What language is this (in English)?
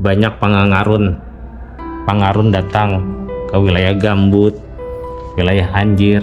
Banjar